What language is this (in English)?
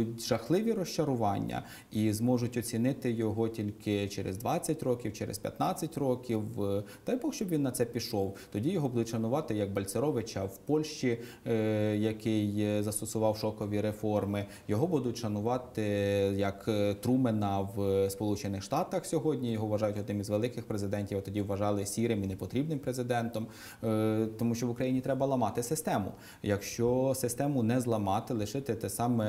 Ukrainian